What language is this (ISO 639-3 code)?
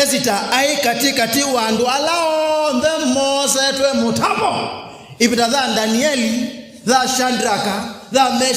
kam